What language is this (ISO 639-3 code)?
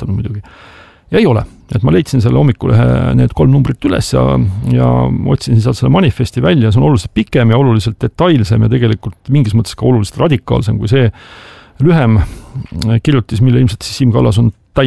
est